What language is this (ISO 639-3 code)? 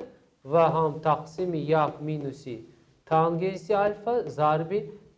tgk